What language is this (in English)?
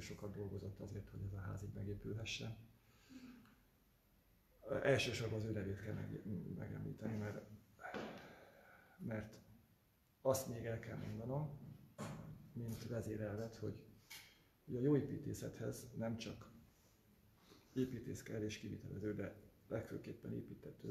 Hungarian